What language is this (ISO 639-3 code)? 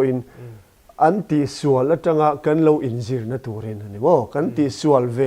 lus